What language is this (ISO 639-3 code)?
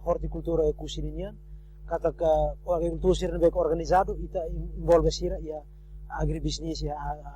tet